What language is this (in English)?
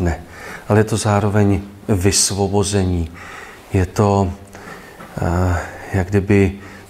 Czech